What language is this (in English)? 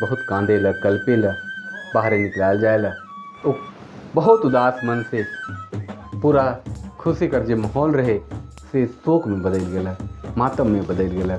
Sadri